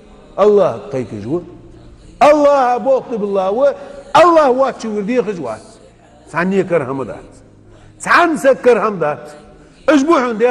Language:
Chechen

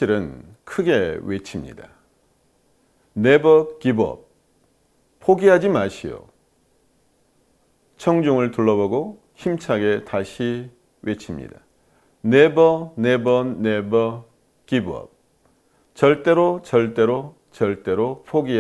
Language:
Korean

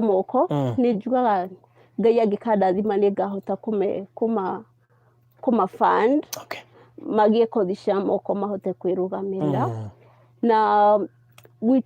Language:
Kikuyu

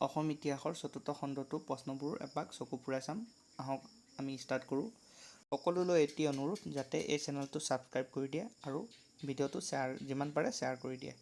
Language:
Assamese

